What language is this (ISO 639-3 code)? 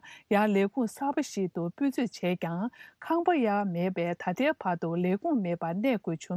bod